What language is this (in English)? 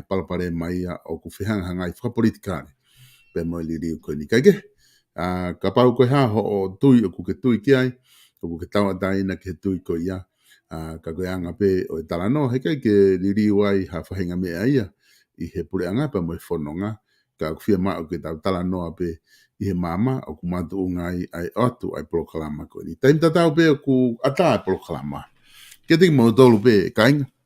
Tongan